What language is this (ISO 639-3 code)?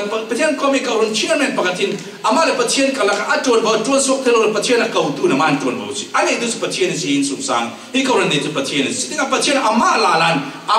cfm